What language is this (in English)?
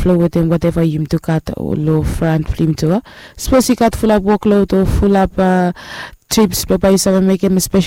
Bislama